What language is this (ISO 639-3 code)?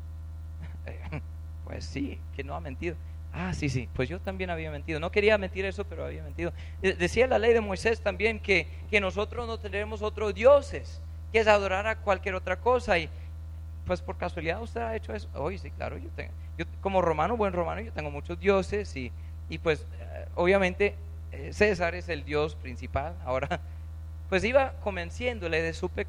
spa